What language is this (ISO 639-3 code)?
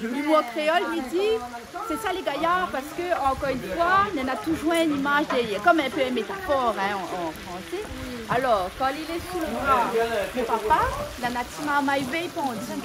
rcf